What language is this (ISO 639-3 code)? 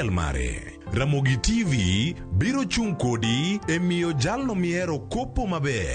luo